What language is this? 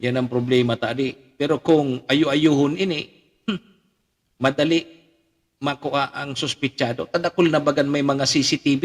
Bikol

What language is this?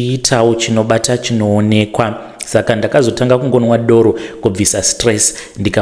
Shona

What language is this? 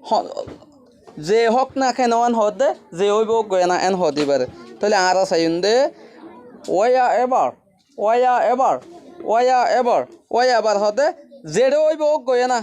Rohingya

